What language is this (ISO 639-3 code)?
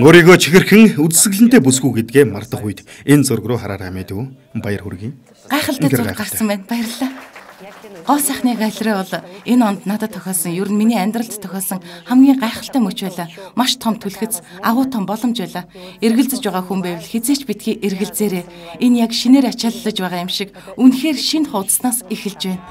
mon